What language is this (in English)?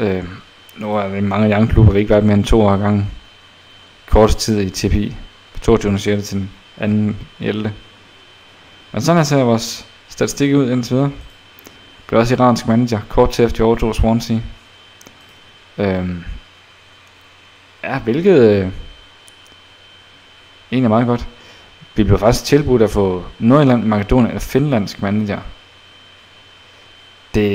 Danish